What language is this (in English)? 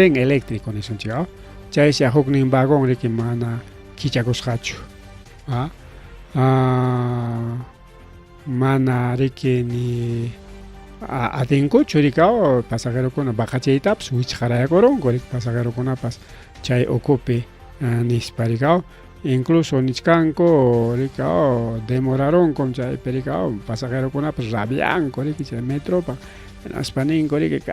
Ayacucho Quechua